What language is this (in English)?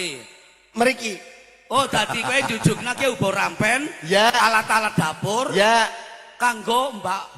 Javanese